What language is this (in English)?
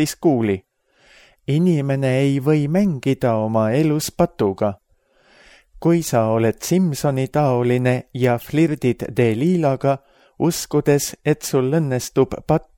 Estonian